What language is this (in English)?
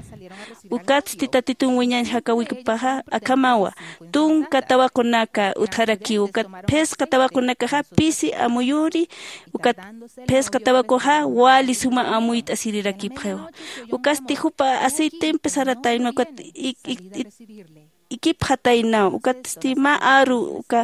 Aymara